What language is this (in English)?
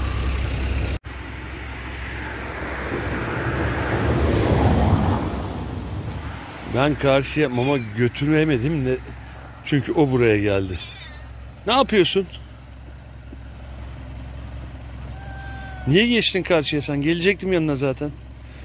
Turkish